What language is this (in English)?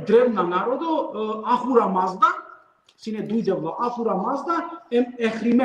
Balkan Romani